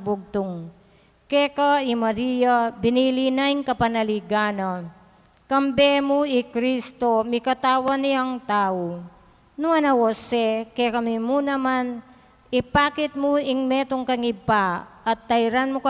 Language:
Pampanga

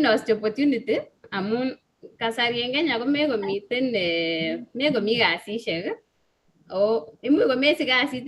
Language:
Kalenjin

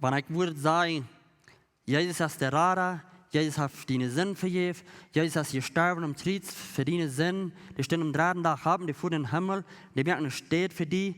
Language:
Plautdietsch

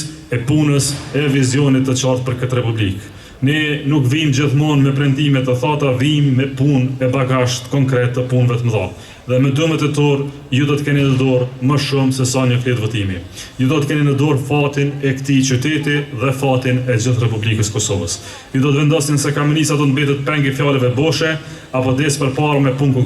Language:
Albanian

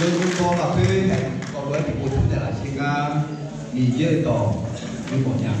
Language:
Akha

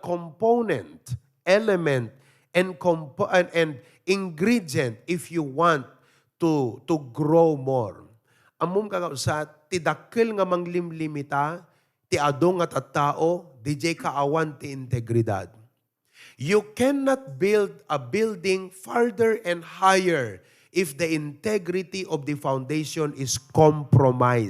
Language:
Iloko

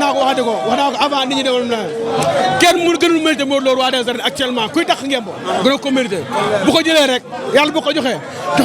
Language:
Wolof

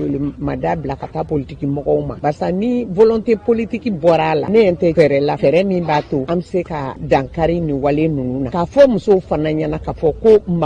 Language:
Bambara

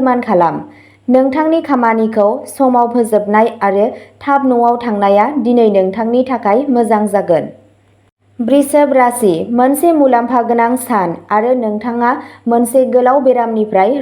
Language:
Bodo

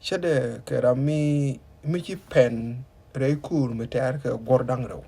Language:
Nuer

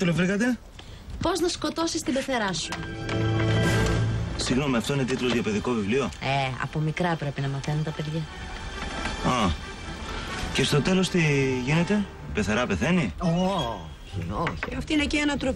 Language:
Greek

